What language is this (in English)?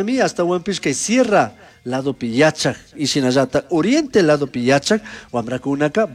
Chimborazo Highland Quichua